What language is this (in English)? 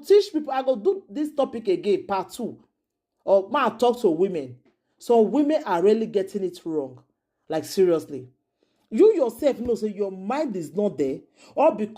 Nigerian Pidgin